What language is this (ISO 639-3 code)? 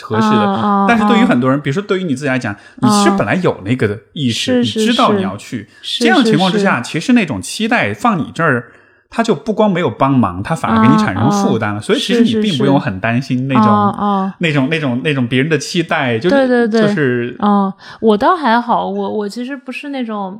zho